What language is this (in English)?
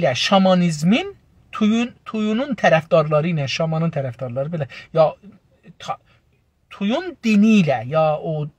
South Azerbaijani